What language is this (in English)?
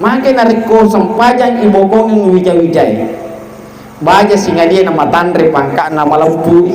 Buginese